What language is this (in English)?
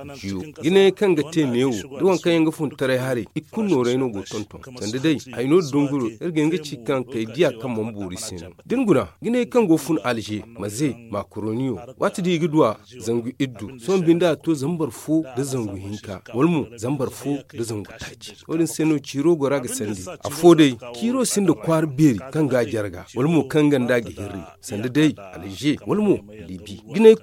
Zarma